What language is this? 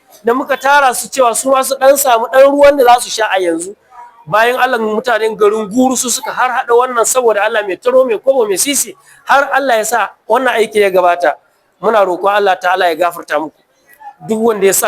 Hausa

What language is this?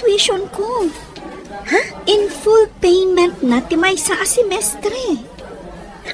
Iloko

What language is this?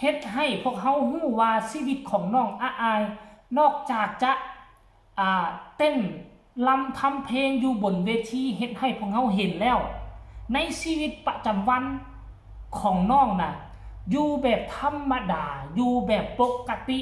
Northeastern Thai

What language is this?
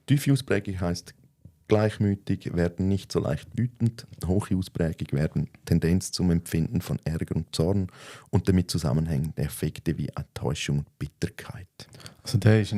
Swiss German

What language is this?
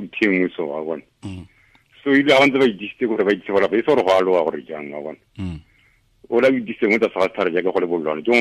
Tswana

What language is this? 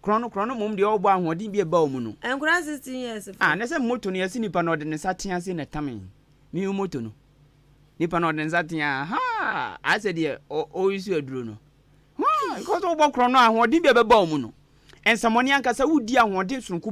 Akan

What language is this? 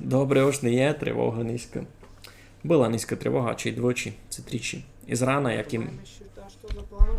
Rusyn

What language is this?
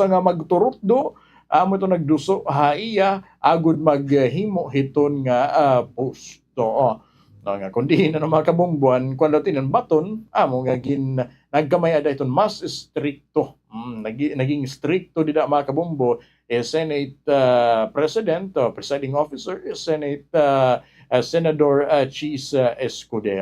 Waray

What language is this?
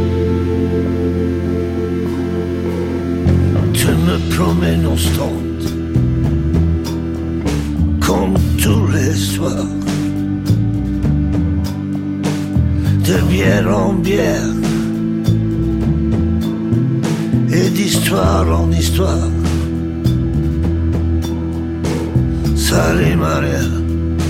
French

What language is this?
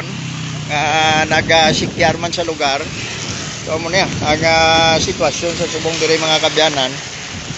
Hiligaynon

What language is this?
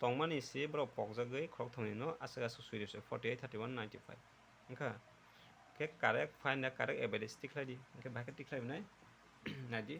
Kok Borok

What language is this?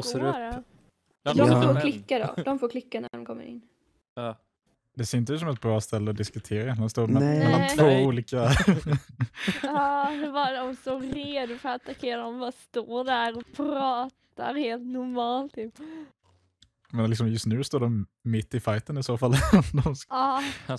Swedish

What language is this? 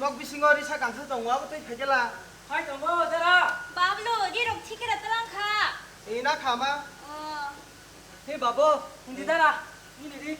Kok Borok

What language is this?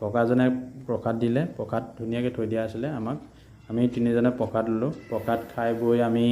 Assamese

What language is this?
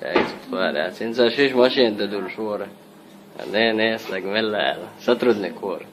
Chechen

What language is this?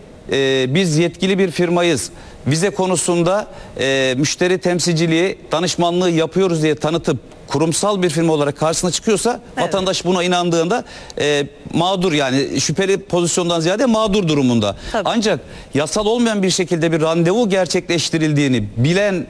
Turkish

